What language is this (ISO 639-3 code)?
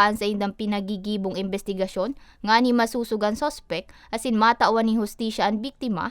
bik